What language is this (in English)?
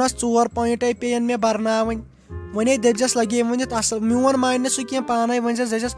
Kashmiri